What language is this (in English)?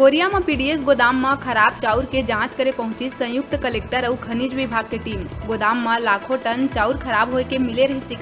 Chhattisgarhi